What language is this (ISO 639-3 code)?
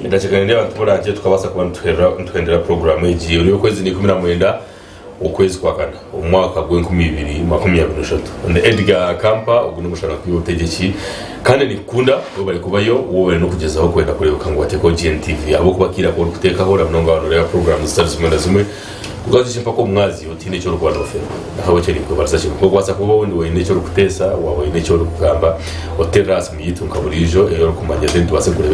nyn